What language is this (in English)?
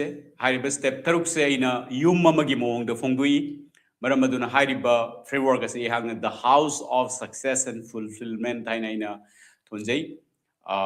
Manipuri